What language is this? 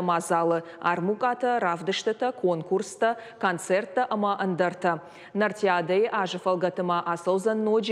Ossetic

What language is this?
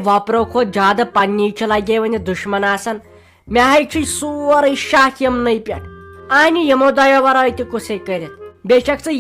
Kashmiri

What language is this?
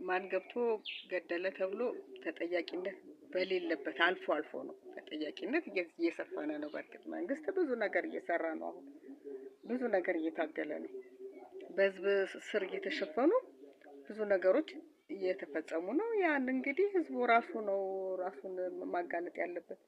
Amharic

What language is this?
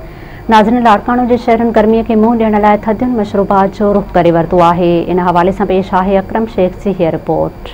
Sindhi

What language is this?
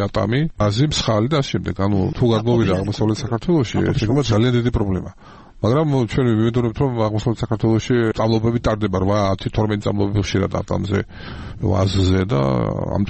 Georgian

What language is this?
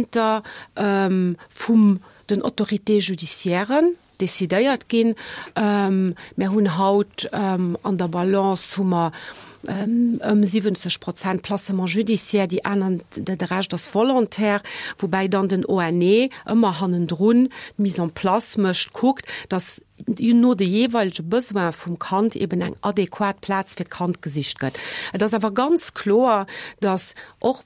Luxembourgish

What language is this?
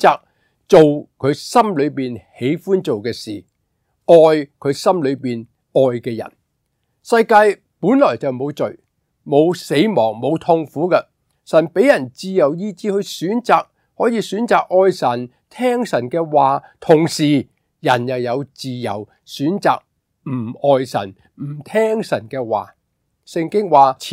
Cantonese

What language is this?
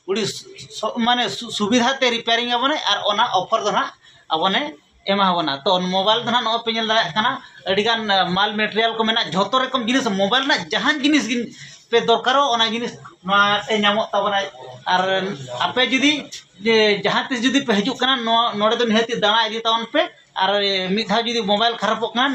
Santali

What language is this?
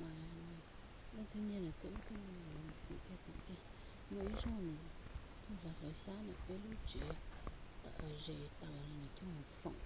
Hmong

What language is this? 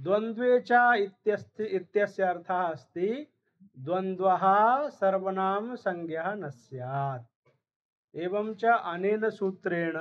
Sanskrit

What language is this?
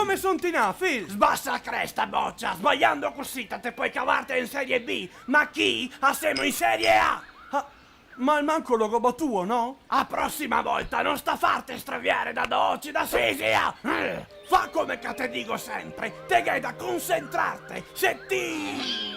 Venetian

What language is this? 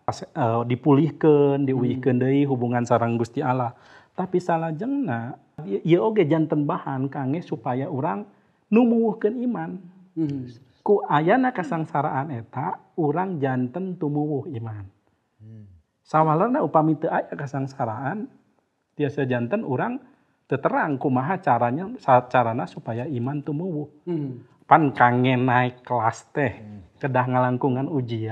Sundanese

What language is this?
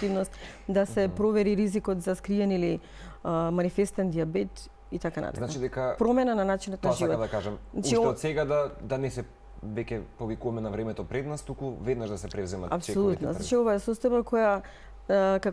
Macedonian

